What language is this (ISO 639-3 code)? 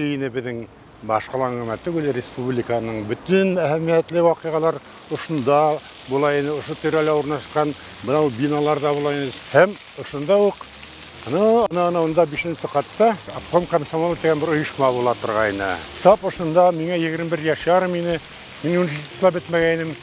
bak